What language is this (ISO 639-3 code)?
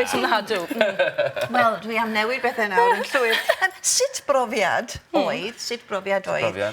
cym